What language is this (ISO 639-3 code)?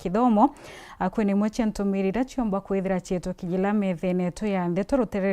mer